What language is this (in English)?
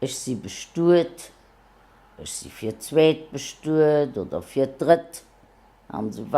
Luxembourgish